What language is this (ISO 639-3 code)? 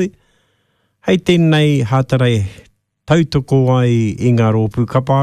mri